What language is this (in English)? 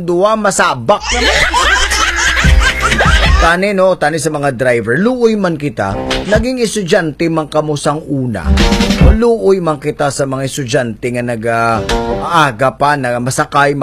Hiligaynon